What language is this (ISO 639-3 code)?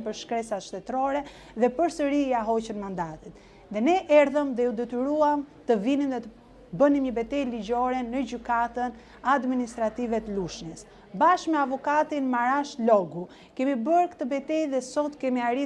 sqi